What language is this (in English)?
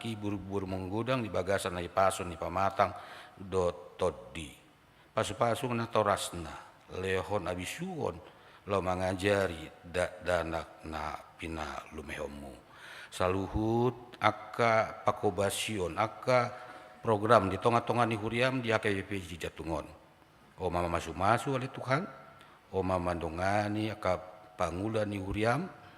Batak Toba